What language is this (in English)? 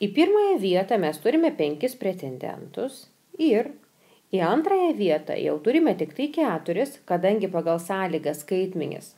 Lithuanian